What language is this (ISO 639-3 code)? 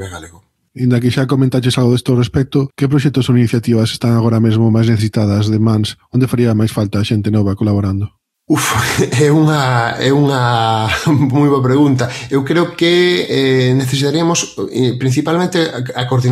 glg